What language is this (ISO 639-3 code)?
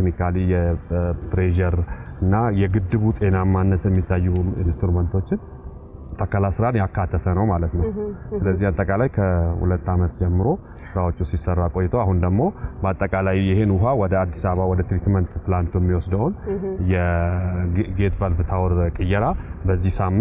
amh